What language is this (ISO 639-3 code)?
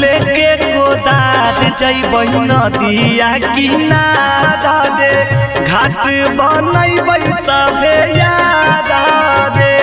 mag